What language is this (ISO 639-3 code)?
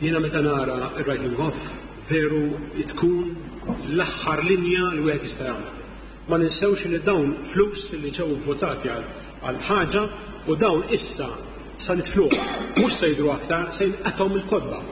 mlt